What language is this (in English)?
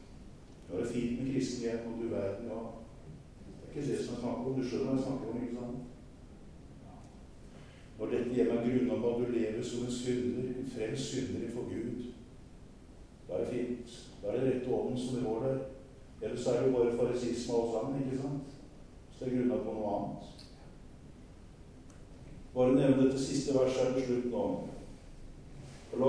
Norwegian